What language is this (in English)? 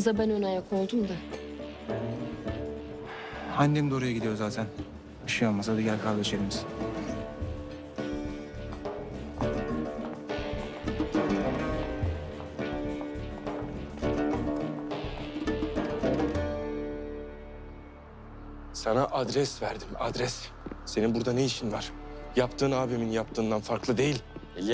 Turkish